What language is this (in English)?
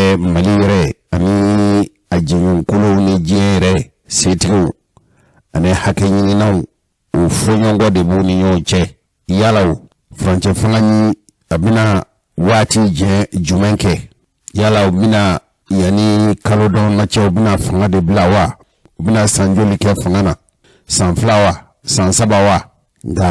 Bambara